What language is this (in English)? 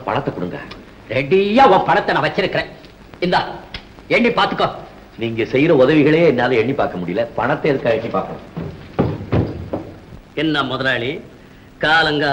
Tamil